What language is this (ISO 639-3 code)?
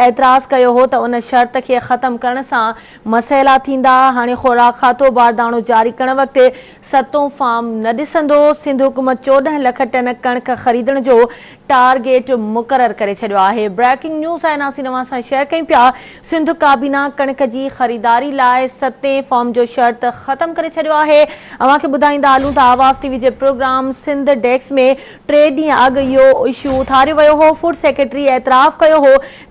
snd